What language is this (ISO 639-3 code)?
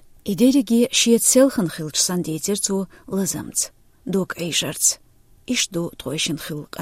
che